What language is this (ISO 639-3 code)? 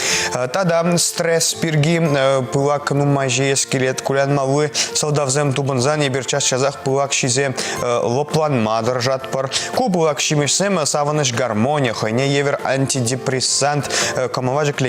chv